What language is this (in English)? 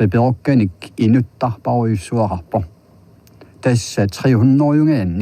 Kalaallisut